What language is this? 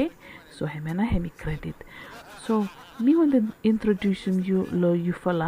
Bislama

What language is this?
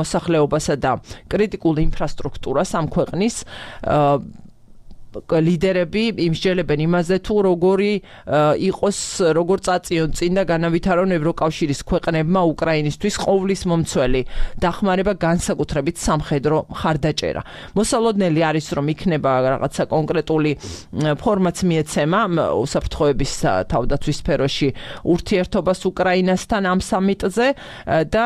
Georgian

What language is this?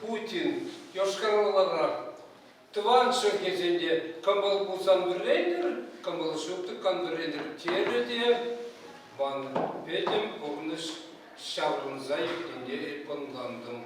Chuvash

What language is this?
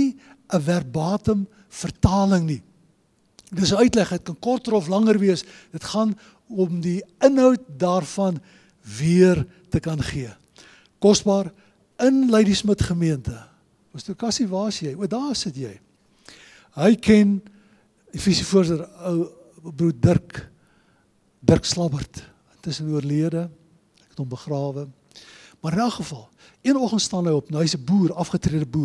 Afrikaans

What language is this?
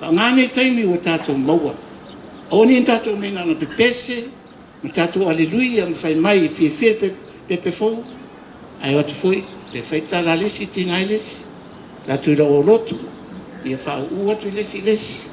Samoan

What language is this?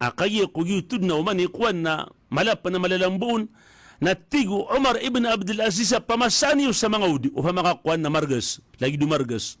Maranao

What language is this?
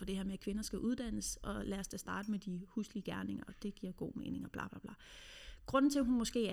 Danish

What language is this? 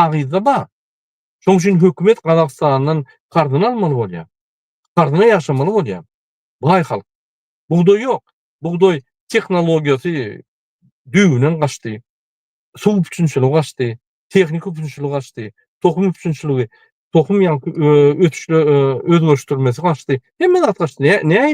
Turkmen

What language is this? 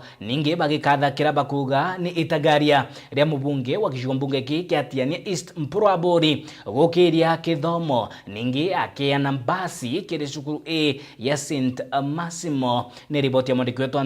Meru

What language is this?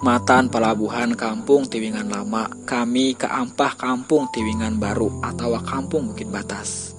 Banjar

